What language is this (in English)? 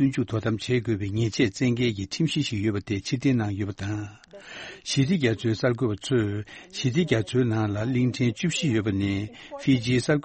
Tibetan